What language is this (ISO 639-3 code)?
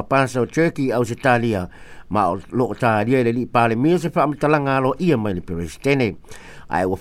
smo